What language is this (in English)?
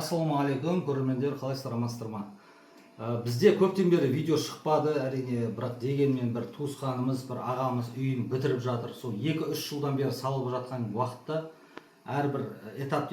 Kazakh